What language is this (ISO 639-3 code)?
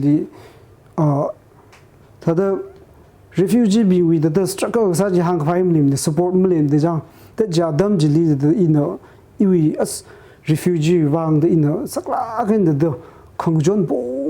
nmf